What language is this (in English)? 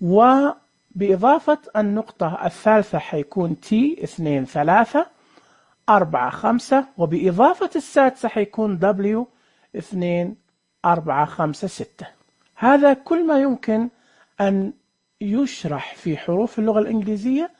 Najdi Arabic